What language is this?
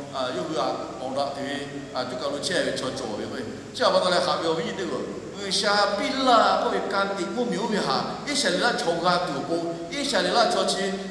Lahu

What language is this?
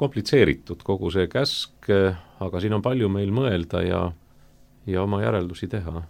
Estonian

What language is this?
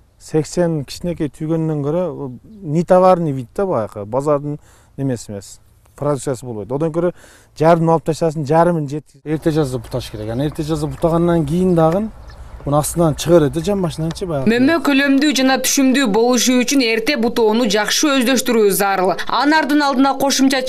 Kyrgyz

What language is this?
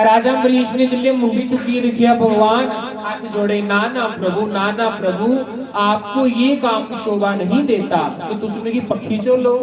Dogri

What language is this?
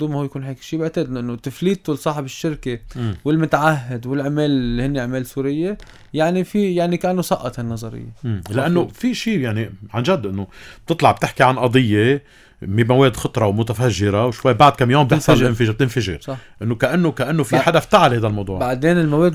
North Levantine Arabic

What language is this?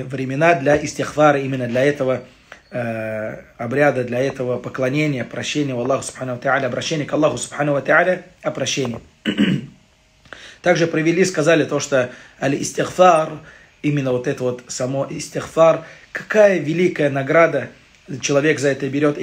Russian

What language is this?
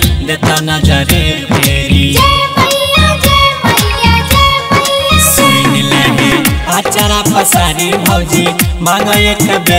Bhojpuri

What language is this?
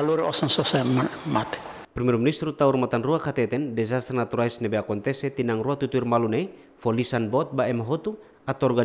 Tetum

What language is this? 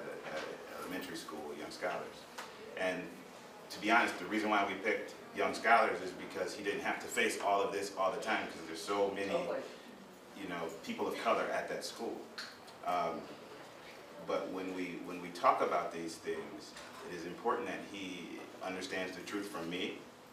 English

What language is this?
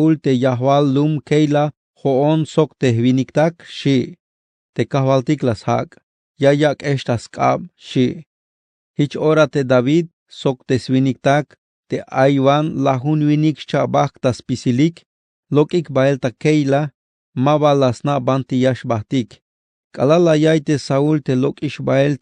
Tzeltal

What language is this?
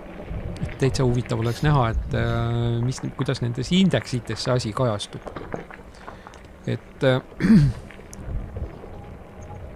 Estonian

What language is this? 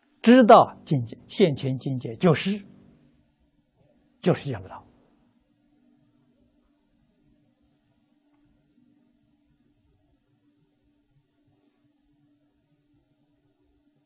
Chinese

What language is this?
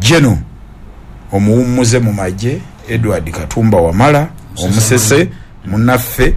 Ganda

